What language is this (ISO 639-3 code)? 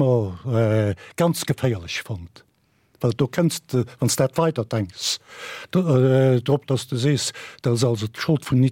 ltz